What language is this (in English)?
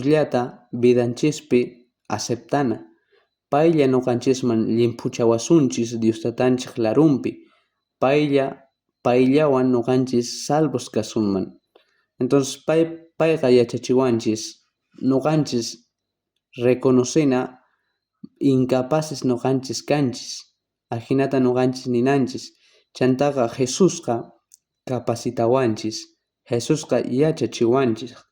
South Bolivian Quechua